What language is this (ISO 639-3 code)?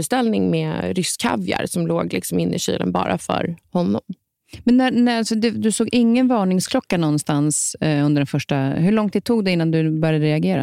swe